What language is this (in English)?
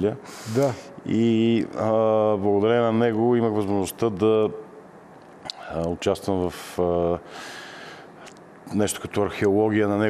Bulgarian